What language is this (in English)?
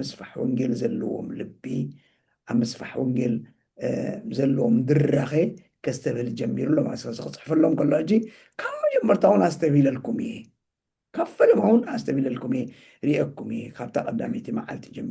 Tigrinya